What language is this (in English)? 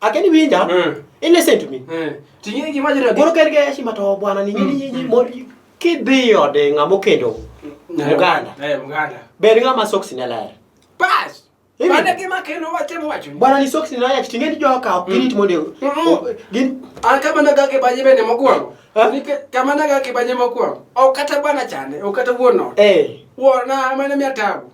Luo (Kenya and Tanzania)